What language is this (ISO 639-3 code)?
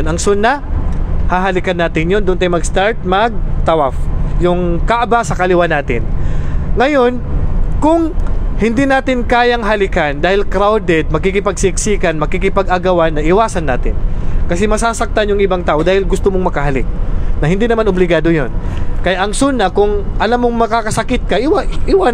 mrw